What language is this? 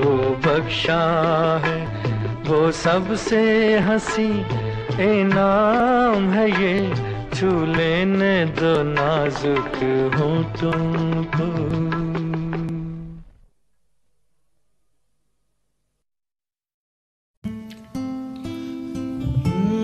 Hindi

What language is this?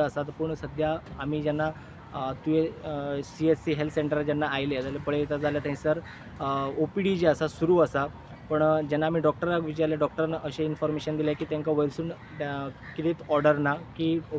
Konkani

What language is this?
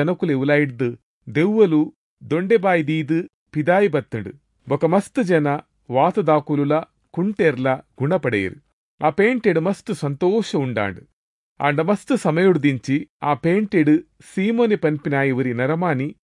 Tulu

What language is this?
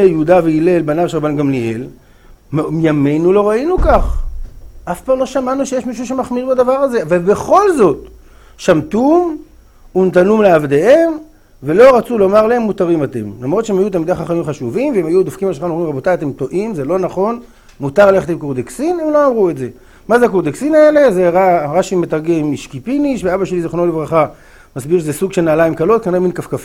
Hebrew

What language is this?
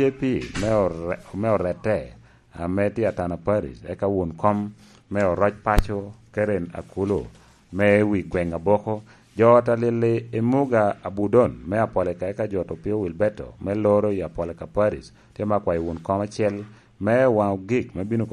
Lango (Uganda)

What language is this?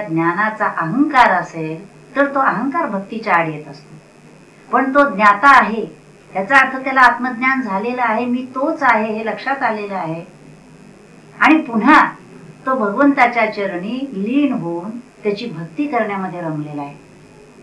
Marathi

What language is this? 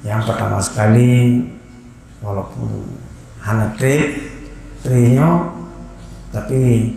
Achinese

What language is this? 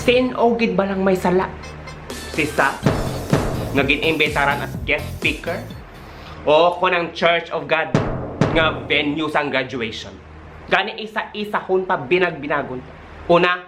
Hiligaynon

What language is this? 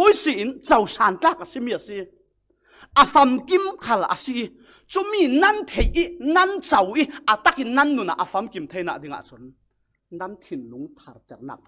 Falam Chin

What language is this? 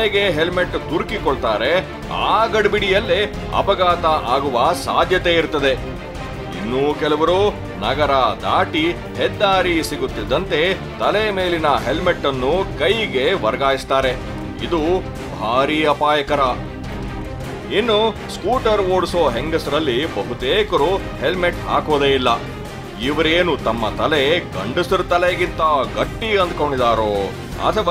Kannada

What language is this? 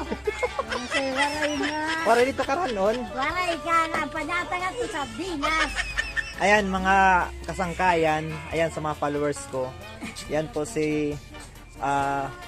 Waray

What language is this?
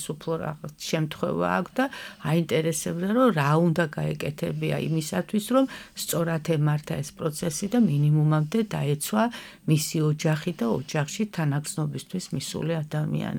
Georgian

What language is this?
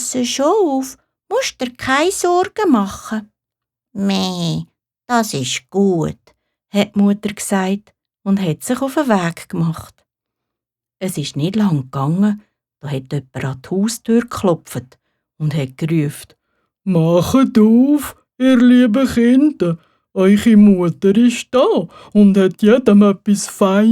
Swiss German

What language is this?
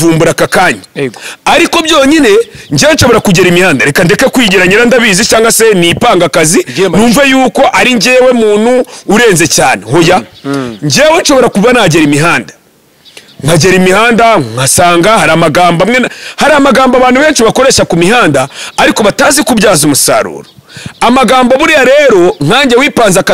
Kinyarwanda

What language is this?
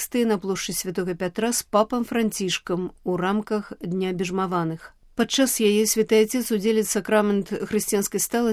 Belarusian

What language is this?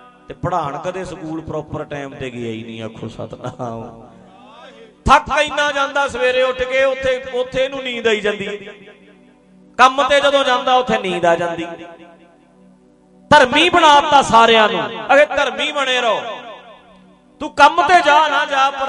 Punjabi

